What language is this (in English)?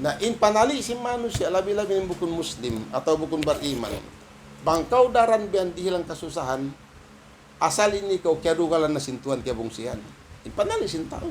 Tausug